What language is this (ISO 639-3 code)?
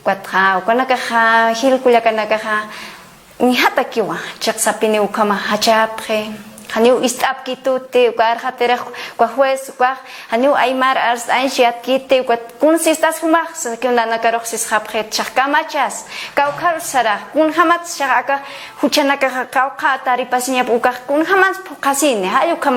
aym